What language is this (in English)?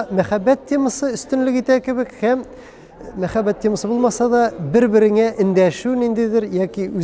Tatar